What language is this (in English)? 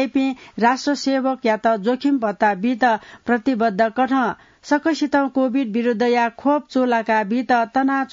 Newari